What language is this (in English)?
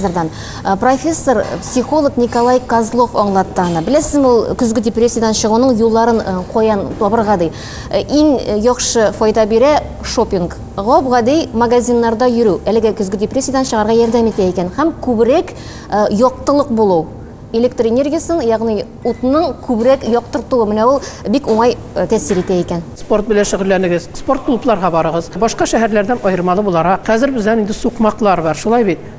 Tatar